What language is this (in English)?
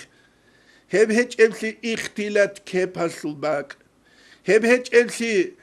Avaric